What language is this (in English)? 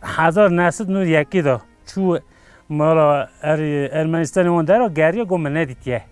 Kurdish